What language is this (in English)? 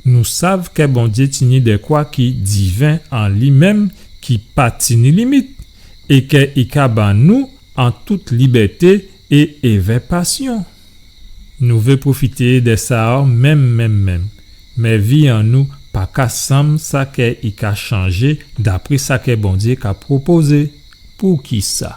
Guadeloupean Creole French